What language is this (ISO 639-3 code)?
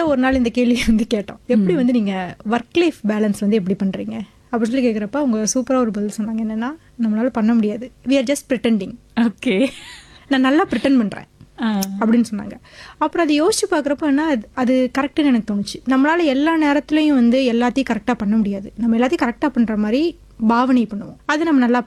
tam